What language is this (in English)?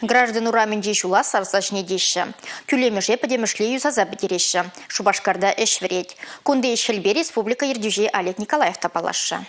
Chuvash